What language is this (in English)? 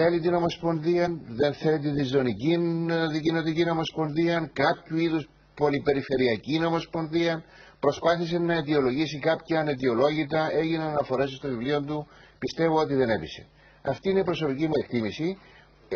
Greek